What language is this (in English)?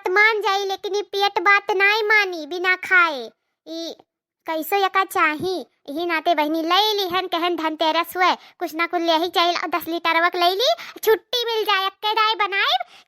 Awadhi